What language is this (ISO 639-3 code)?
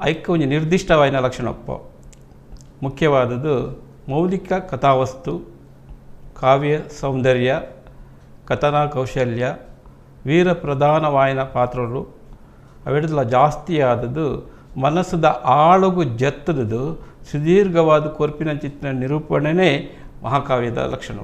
tcy